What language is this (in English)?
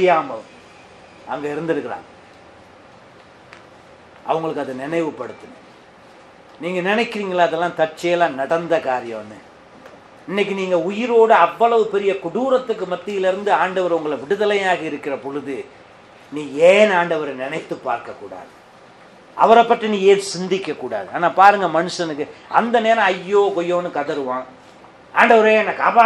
Tamil